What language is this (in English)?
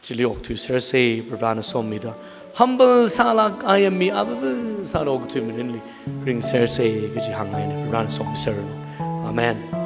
Tangkhul Naga (India)